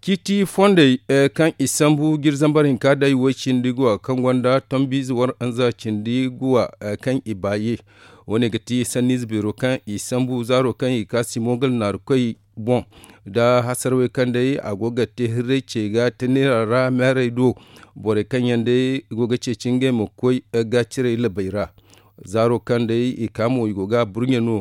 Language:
Zarma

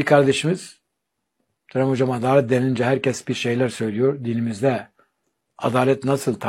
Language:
Turkish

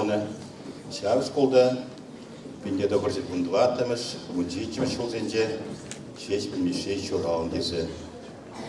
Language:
Chuvash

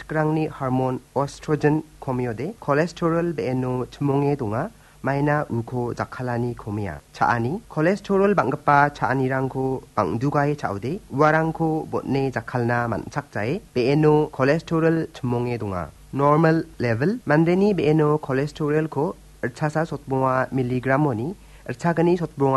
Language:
Garo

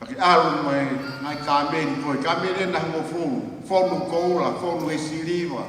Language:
Tongan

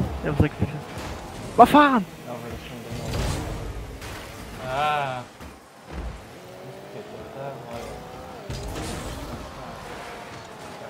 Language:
Swedish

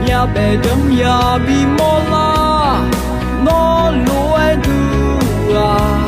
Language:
Akha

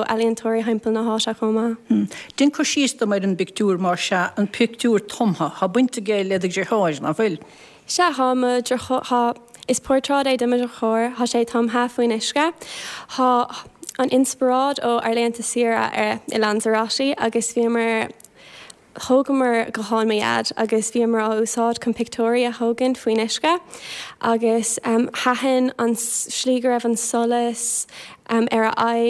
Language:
Irish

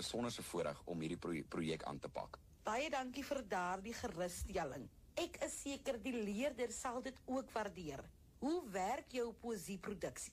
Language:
Afrikaans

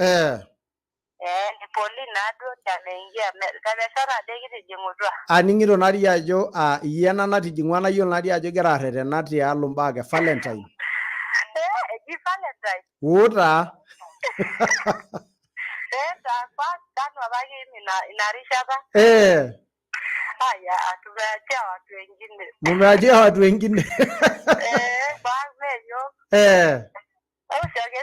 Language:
Masai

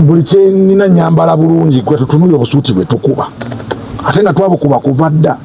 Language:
Ganda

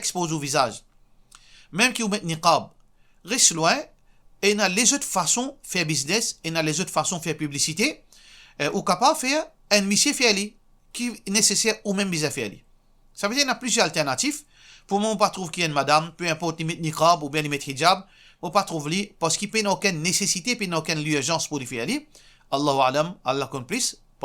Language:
Morisyen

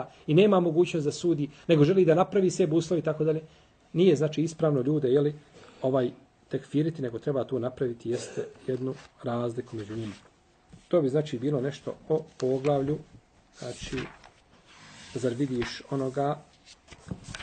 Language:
Bosnian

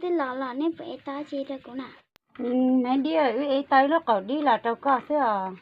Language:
Hmong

